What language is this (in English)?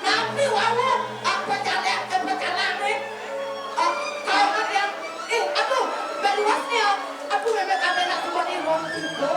Balinese